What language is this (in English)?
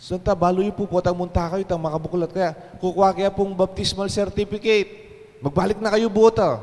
Pampanga